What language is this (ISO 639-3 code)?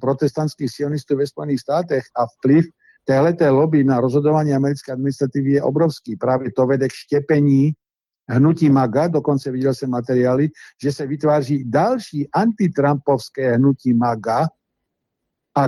ces